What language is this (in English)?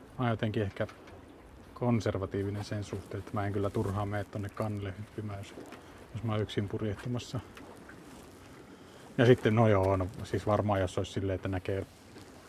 Finnish